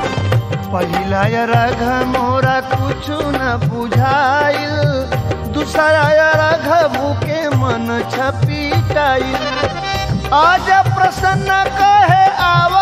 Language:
Bhojpuri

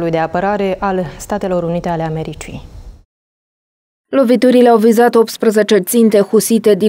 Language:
Romanian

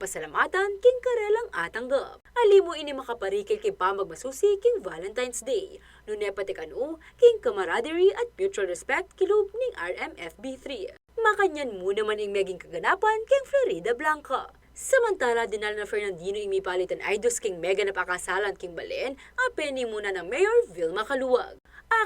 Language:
Pampanga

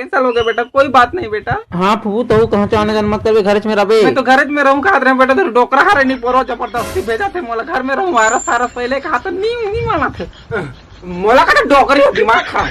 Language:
Chhattisgarhi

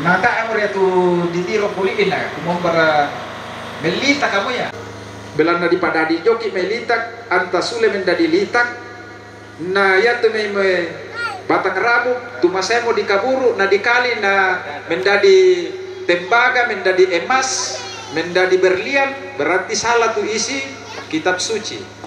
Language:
Toraja-Sa'dan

